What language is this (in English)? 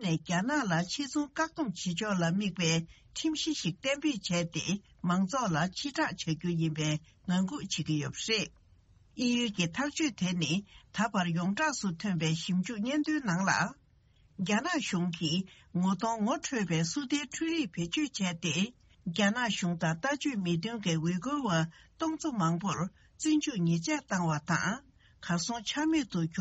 Tibetan